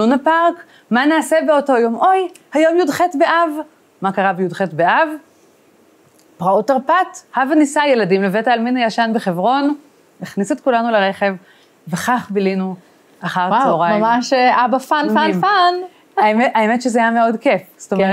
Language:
Hebrew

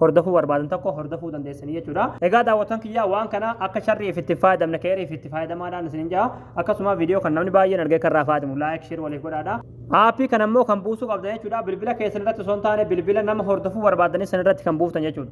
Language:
Oromo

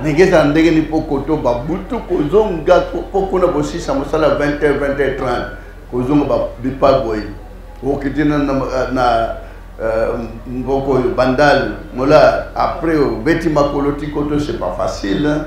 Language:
Lingala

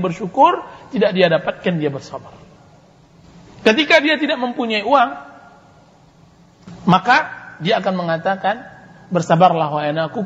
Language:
Indonesian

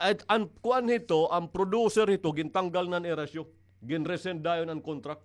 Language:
Waray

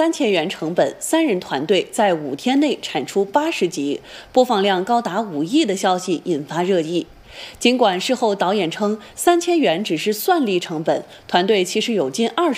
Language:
Chinese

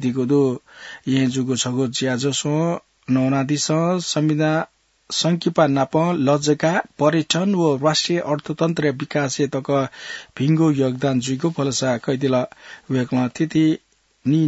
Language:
Newari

